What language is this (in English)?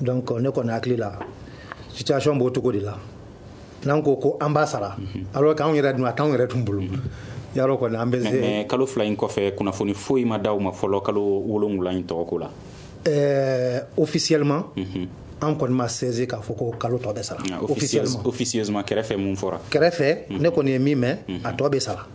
Bambara